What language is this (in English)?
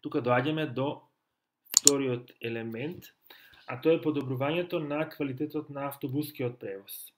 Macedonian